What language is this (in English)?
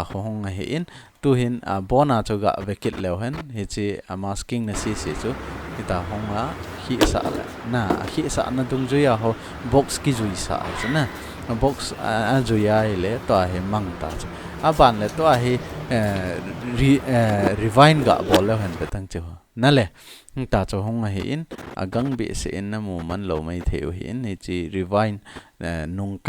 Thado Chin